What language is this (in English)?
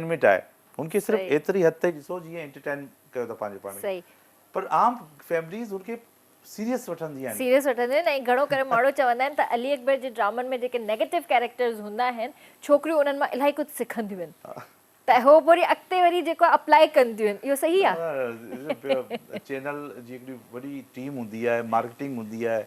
Sindhi